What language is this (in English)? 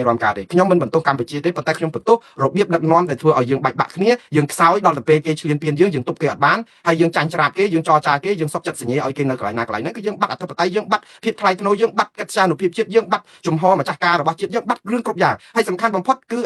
Khmer